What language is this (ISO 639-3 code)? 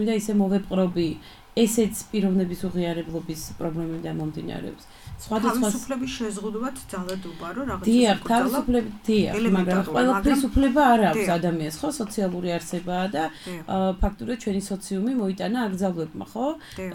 kat